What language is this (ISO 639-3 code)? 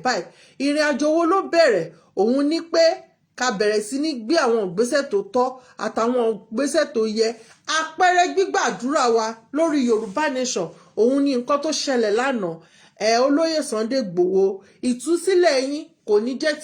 yor